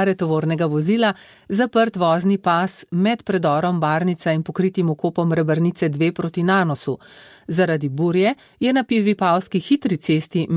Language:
Slovenian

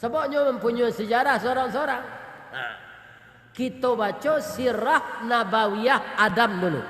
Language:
Minangkabau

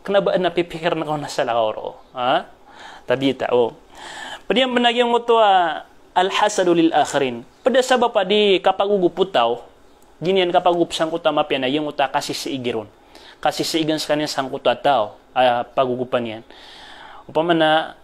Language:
Maranao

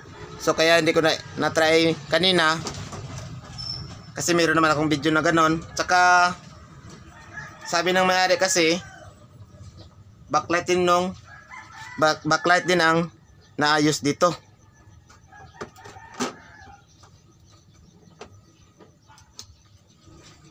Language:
Filipino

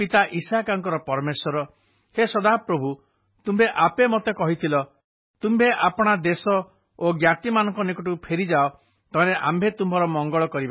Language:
Odia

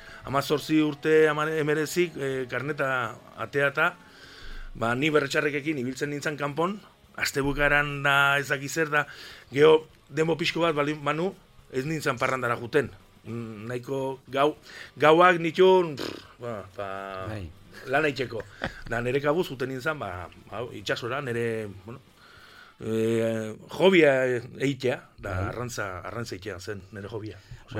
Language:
Basque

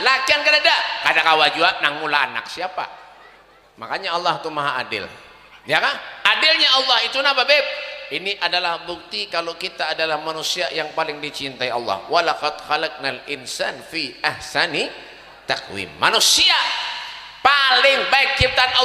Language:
Banjar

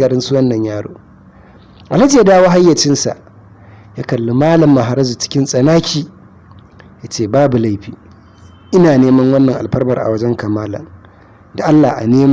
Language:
Hausa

